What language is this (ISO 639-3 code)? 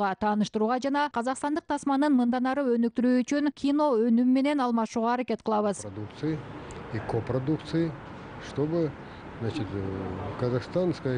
kir